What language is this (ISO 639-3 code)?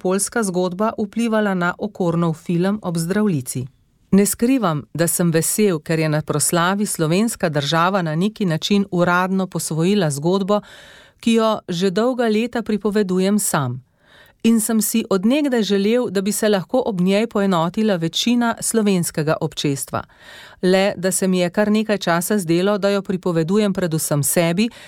slv